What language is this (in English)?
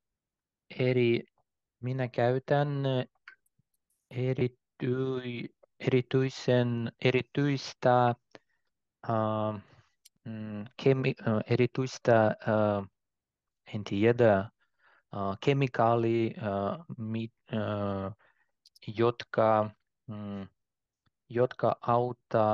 Finnish